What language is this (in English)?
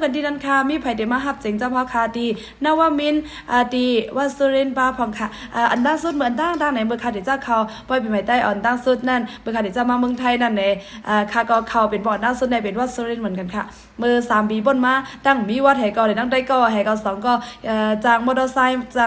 Shan